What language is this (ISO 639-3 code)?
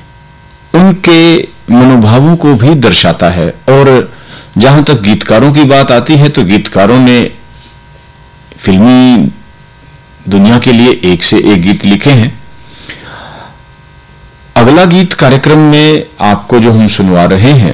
hin